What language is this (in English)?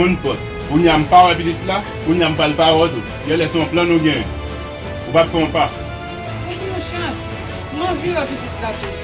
Haitian Creole